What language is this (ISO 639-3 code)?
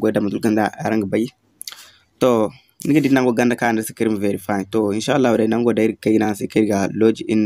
dje